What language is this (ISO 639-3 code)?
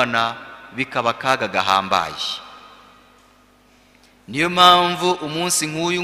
kin